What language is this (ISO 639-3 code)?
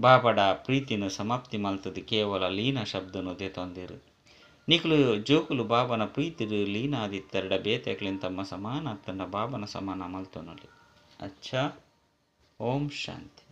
tcy